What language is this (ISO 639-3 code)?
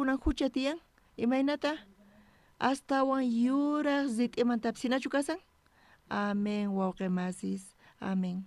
quh